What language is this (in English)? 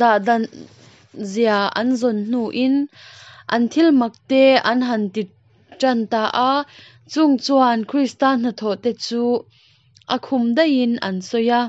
Mizo